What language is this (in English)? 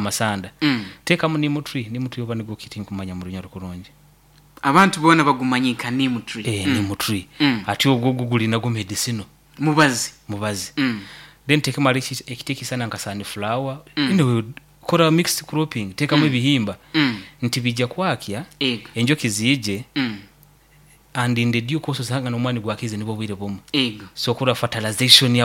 Nyoro